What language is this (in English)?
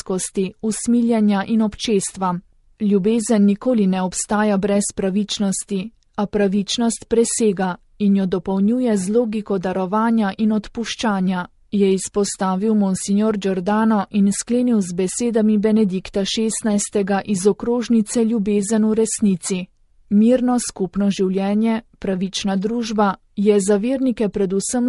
Slovenian